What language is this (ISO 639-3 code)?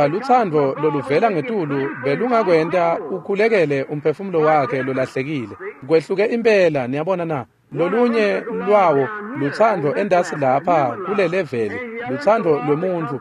ssw